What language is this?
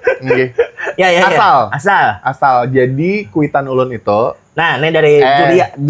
Banjar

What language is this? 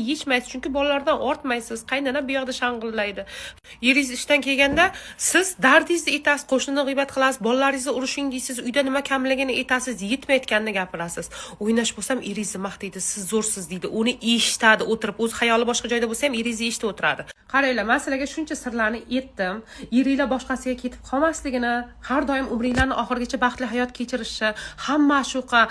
Uzbek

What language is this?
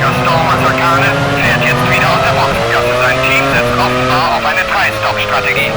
Bavarian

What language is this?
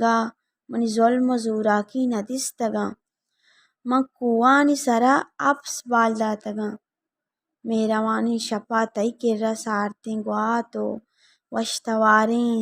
Baluchi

